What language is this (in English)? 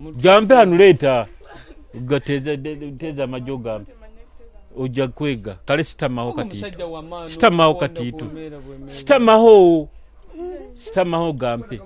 Nyoro